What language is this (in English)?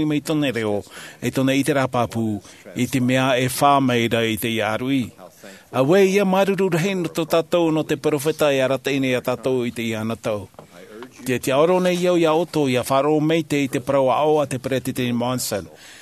Tahitian